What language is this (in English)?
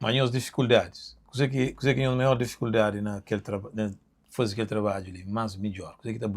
Kabuverdianu